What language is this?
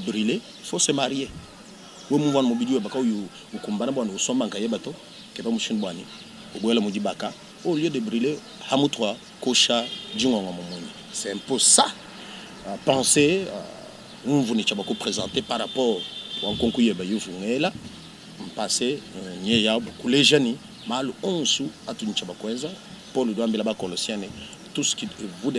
Luba-Lulua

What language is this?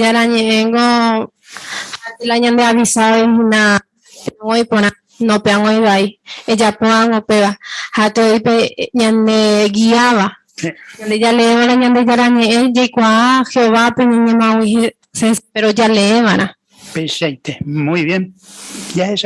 Guarani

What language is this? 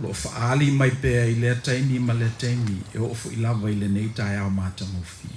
Samoan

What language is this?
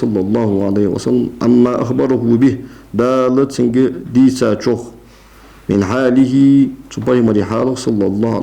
Ingush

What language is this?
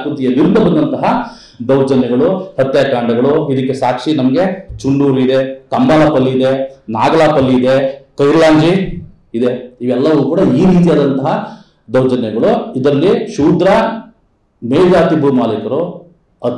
Kannada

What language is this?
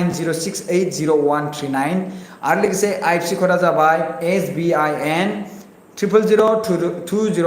Bodo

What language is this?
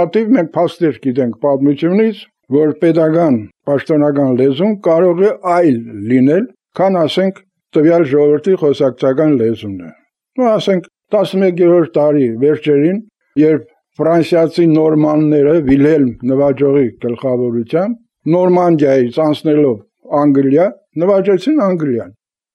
Armenian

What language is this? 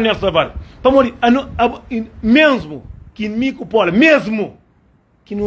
Kabuverdianu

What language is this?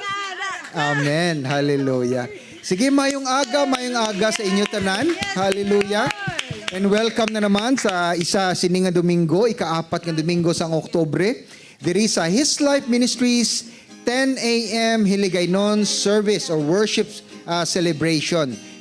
Hiligaynon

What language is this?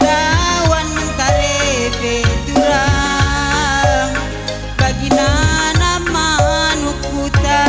Batak Karo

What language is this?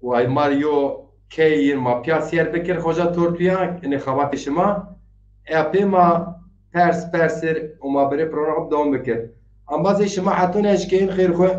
Zaza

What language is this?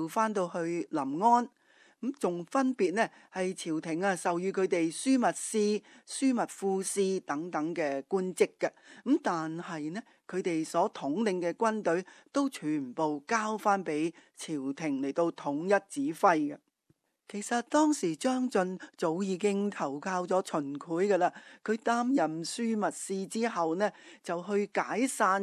Cantonese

